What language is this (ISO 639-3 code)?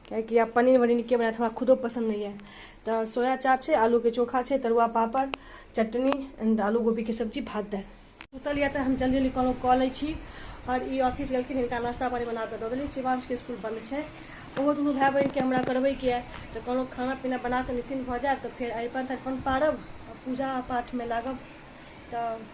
mai